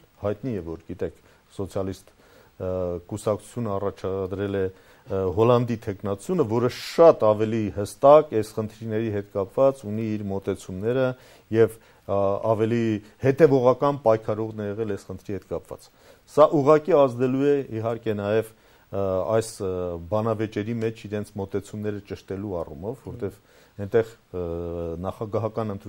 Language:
Armenian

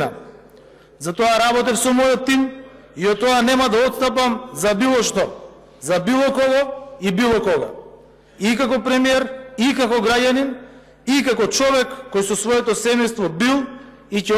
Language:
Macedonian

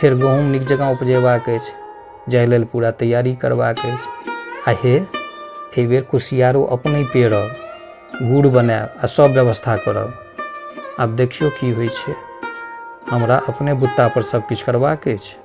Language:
Maithili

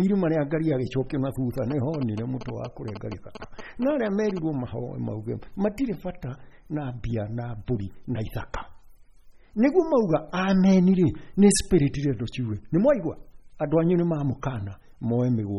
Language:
Kikuyu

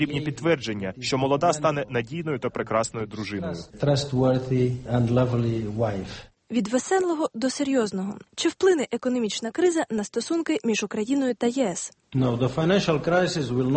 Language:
Ukrainian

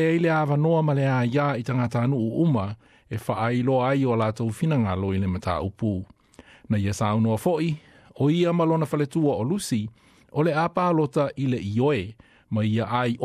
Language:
Samoan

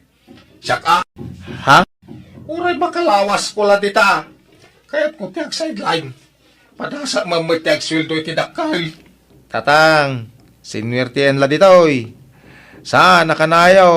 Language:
Iloko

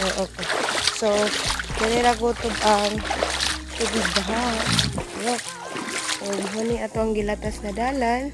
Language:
Cebuano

